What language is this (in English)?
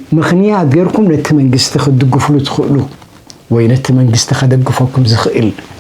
Tigrinya